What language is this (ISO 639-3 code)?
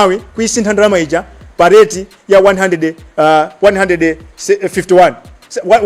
nya